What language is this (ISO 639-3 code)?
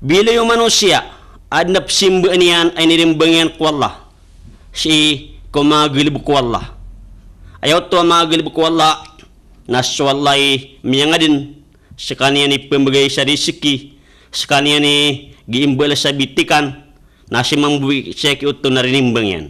mrw